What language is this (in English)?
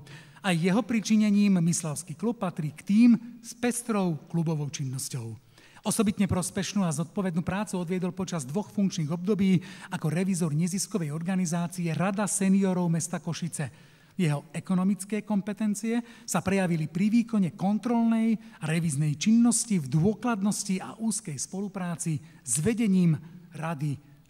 Slovak